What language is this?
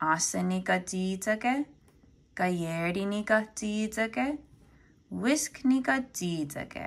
Mohawk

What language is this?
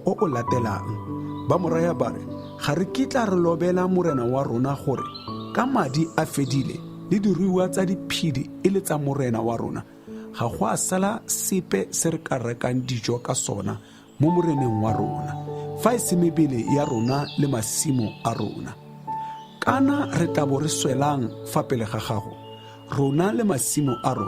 Tswana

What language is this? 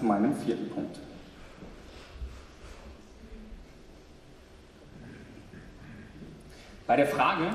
German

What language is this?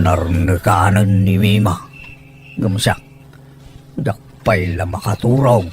Iloko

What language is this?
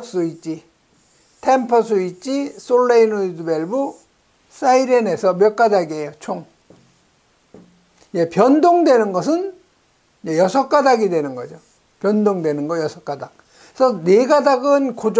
Korean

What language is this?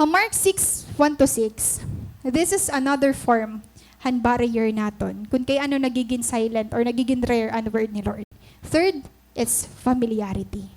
Waray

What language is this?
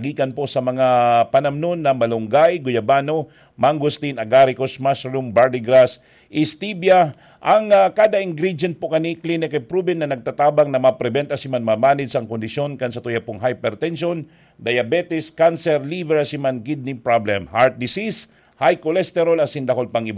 Bikol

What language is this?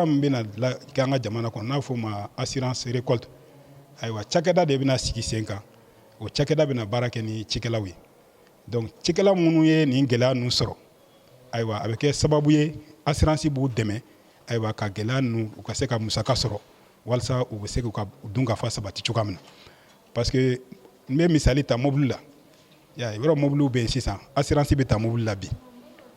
Bambara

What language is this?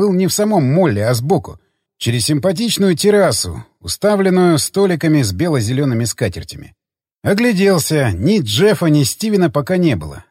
Russian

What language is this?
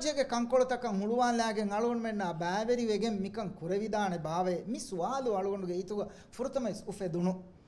Divehi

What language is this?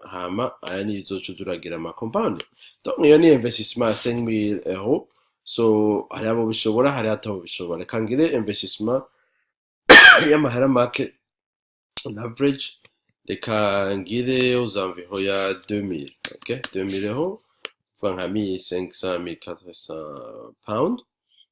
Rundi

